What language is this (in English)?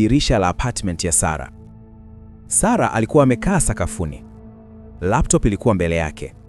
Swahili